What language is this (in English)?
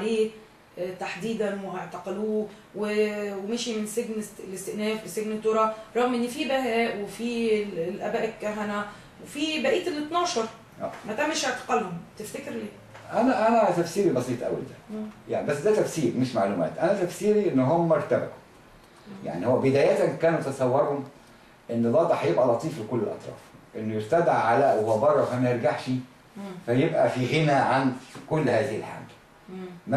Egyptian Arabic